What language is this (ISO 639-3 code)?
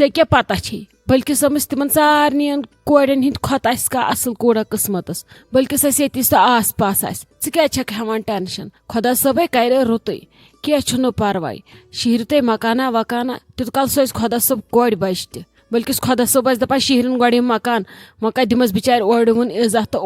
kas